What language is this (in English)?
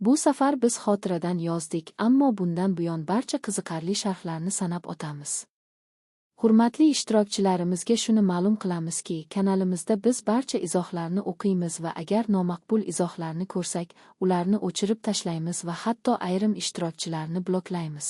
Uzbek